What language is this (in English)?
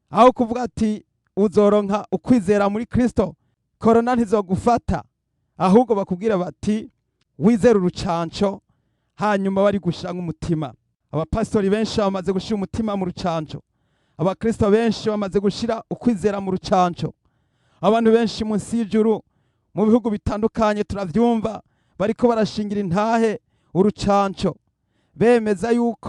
Rundi